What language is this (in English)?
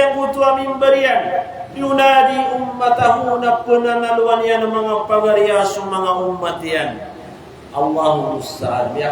Maranao